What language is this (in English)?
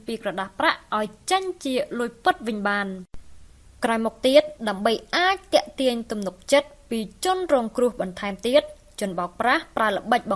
Khmer